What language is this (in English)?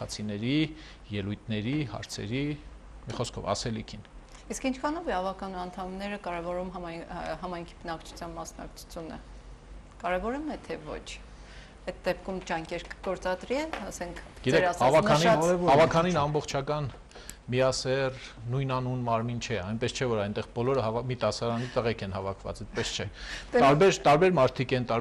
Armenian